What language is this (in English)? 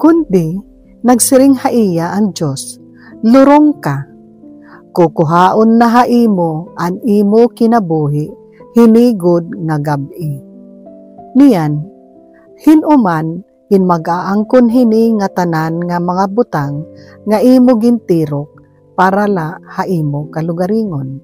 Waray